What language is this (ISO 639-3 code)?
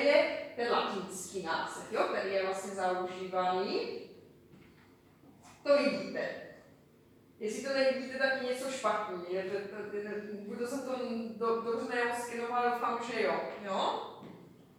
ces